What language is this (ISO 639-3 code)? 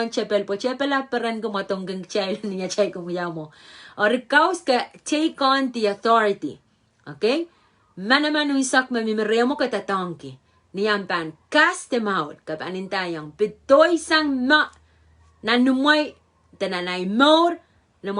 pon